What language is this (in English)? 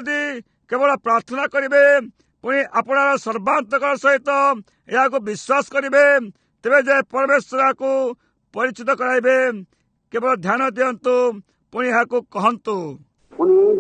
Odia